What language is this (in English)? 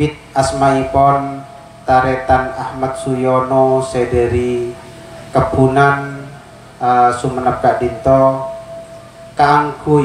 Madurese